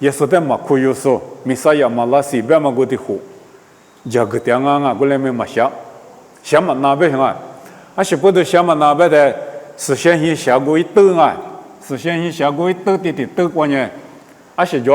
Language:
Lisu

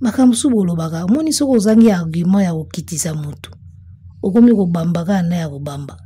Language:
Lingala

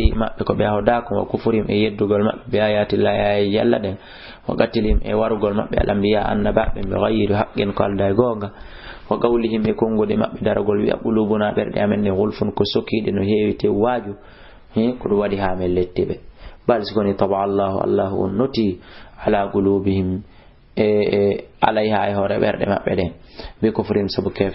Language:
Fula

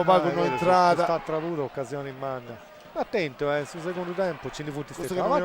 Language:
Sardinian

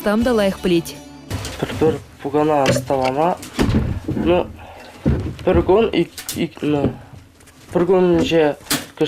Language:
Chuvash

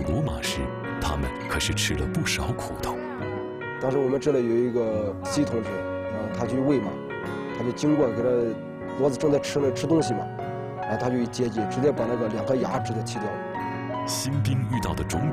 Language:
Chinese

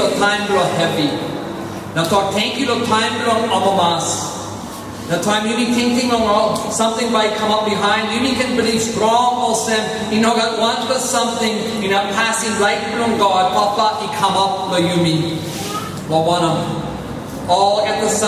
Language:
Tok Pisin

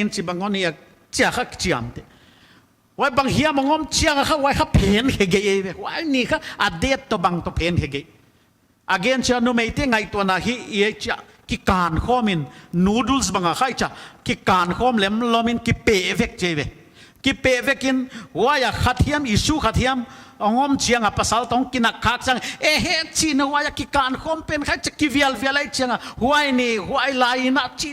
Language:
Paite Chin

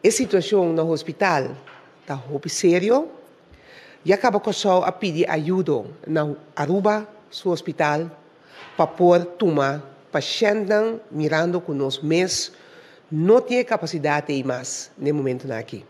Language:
Papiamento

